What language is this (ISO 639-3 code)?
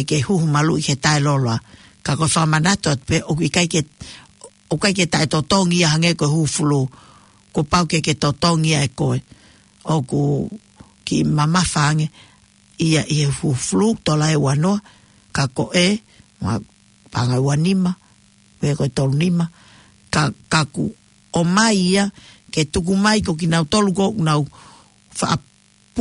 ton